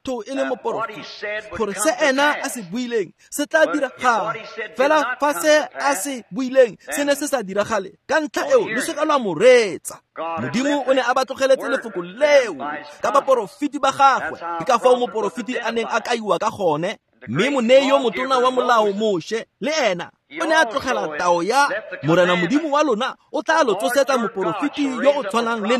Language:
Tswana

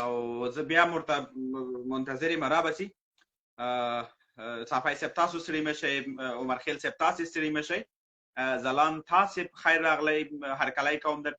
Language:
Pashto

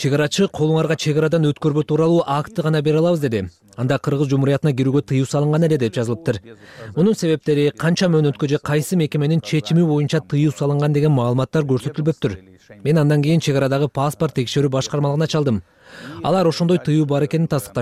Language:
Kyrgyz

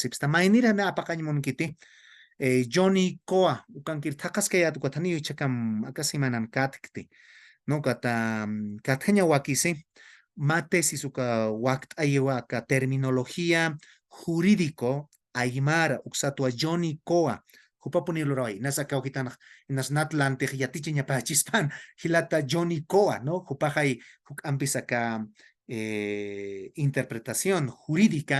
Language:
Aymara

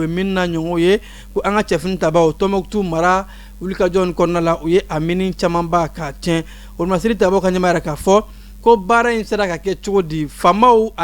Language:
Bambara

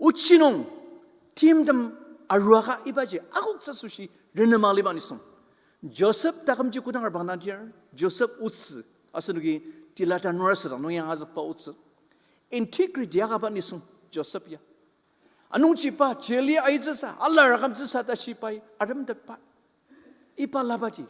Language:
Ao Naga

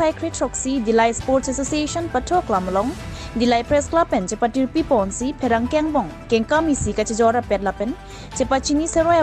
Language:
Karbi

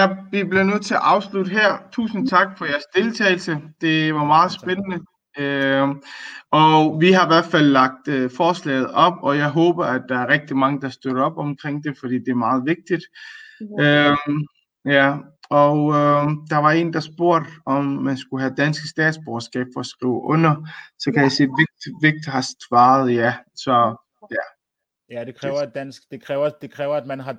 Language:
Danish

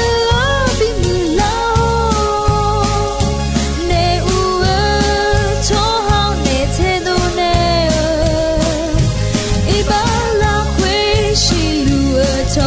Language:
Akha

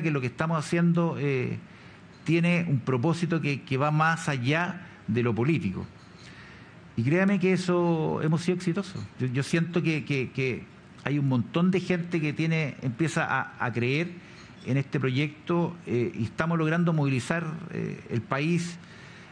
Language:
Spanish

